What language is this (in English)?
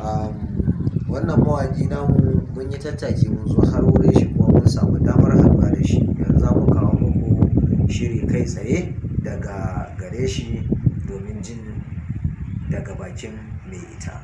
Hausa